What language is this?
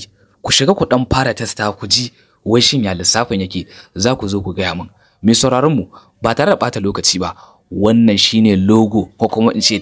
Hausa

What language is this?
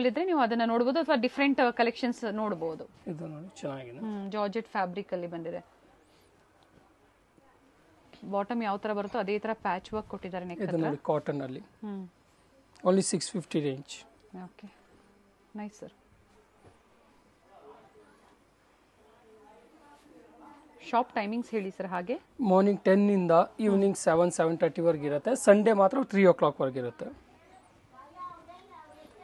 Kannada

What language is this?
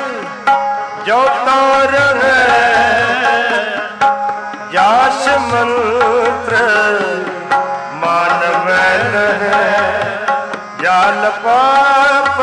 Punjabi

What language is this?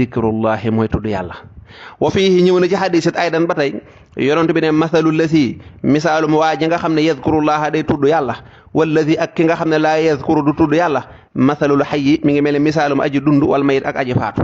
Wolof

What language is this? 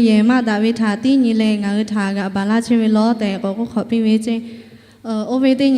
Lahu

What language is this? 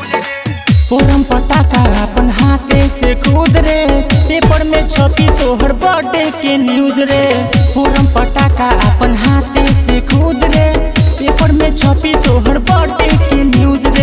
Bhojpuri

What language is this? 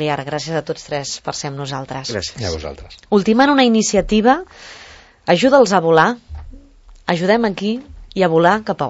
Catalan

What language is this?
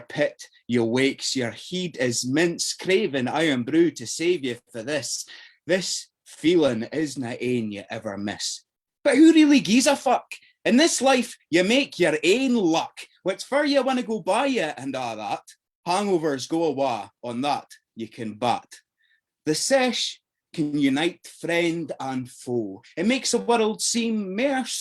Scots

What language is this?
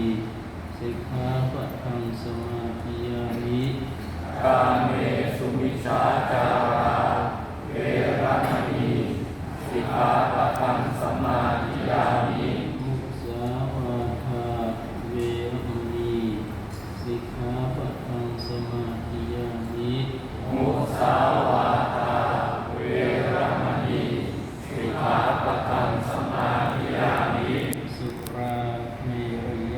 Pali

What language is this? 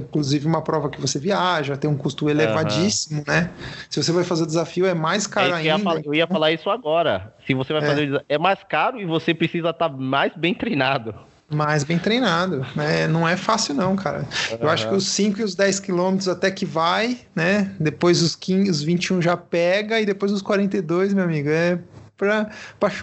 Portuguese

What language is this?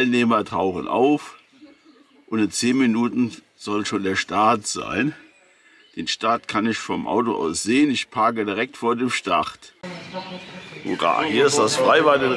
German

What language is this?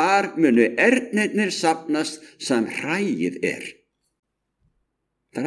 Icelandic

